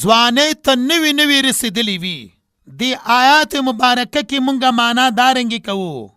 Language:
Pashto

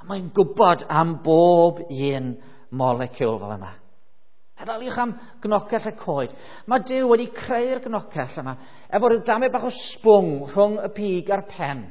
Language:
Welsh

